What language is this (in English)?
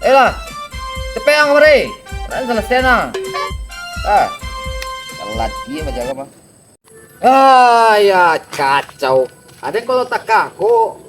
Minangkabau